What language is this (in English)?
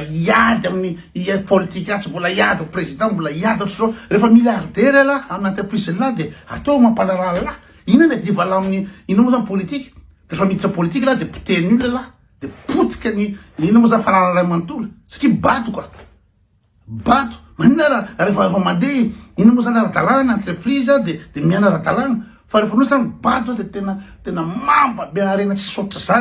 Malagasy